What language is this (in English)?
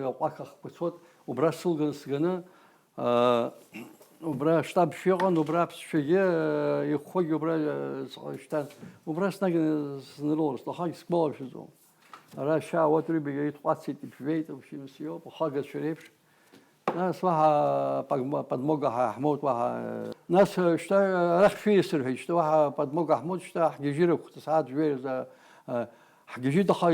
Abkhazian